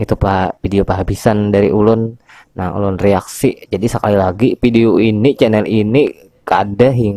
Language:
Banjar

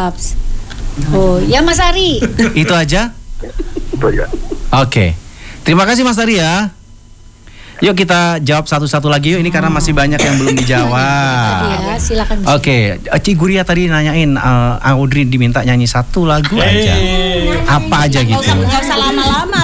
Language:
Indonesian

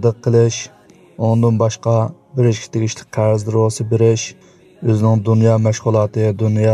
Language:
Uyghur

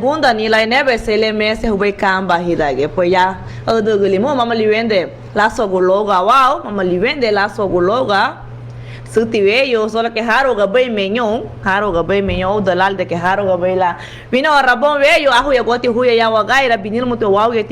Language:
Garifuna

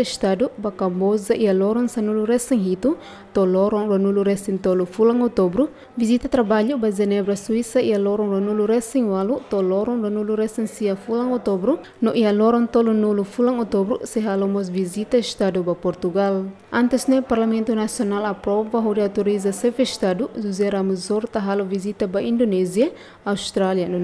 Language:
Tetum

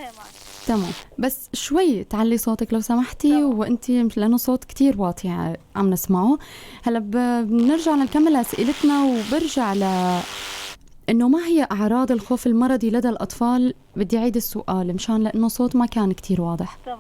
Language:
North Levantine Arabic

